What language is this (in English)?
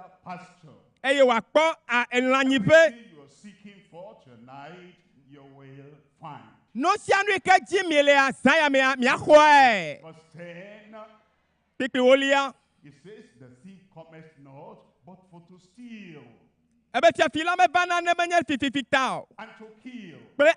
Ewe